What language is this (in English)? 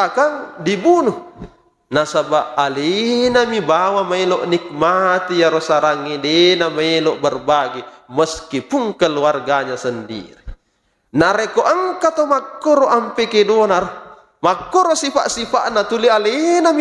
Buginese